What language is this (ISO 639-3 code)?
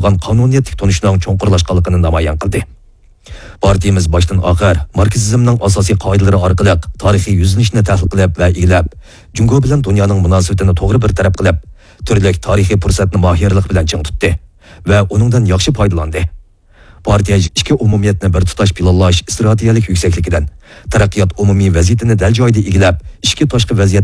uig